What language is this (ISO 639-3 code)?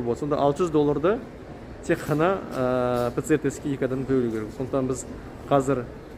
kaz